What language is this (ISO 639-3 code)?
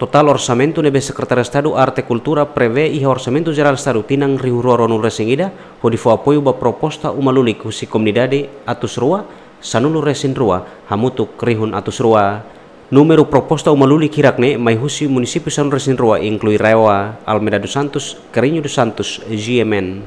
tet